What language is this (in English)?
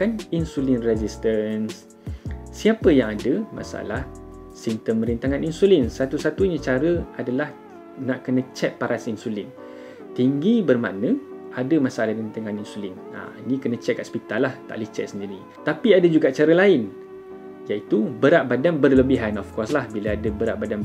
Malay